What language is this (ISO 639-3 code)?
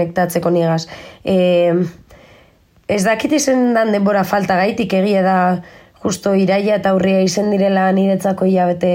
eus